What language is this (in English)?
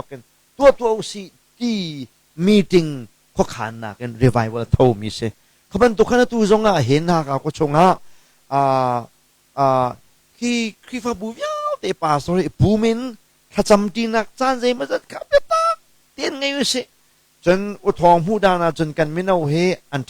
Hakha Chin